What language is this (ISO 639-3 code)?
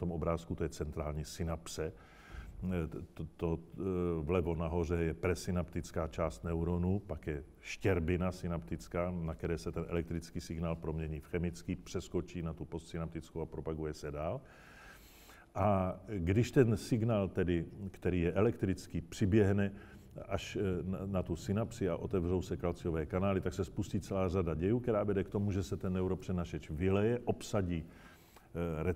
ces